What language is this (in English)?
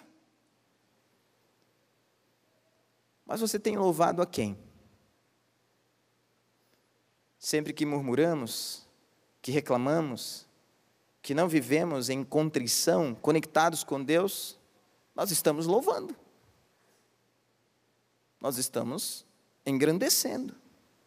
Portuguese